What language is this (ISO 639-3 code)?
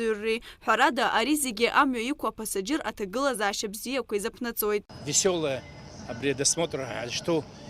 abk